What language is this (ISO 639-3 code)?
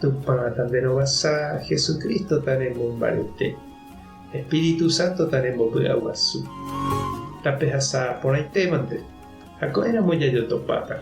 grn